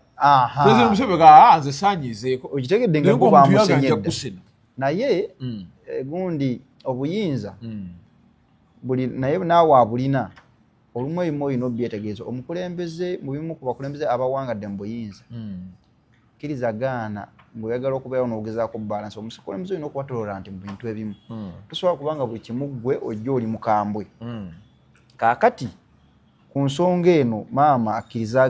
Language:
Ganda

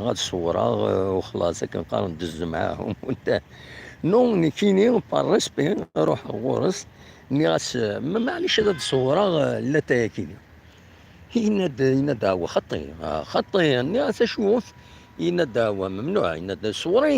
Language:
Kabyle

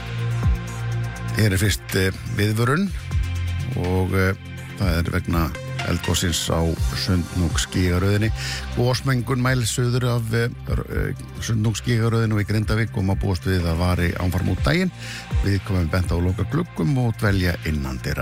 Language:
Icelandic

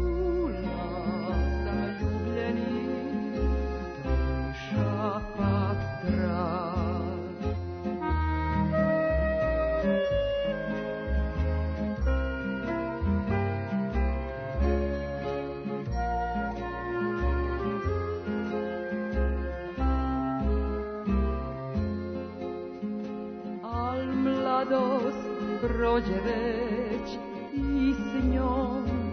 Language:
Serbian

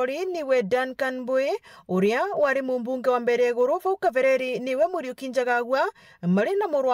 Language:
Meru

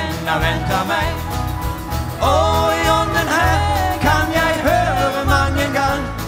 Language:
Norwegian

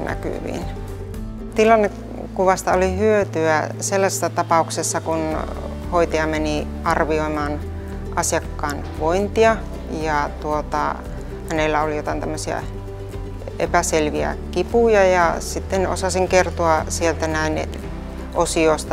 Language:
Finnish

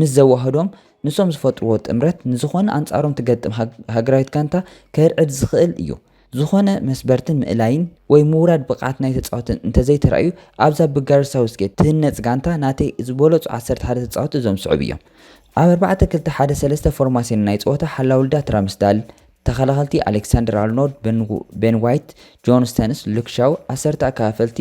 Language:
Tigrinya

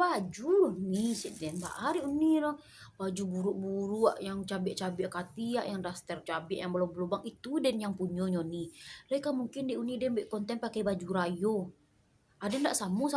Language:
Minangkabau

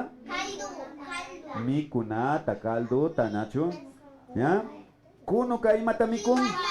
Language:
Imbabura Highland Quichua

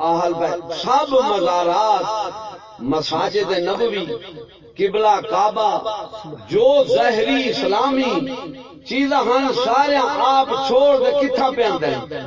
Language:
Saraiki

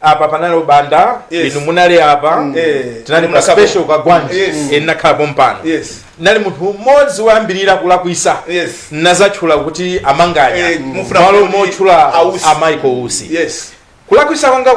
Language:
Nyanja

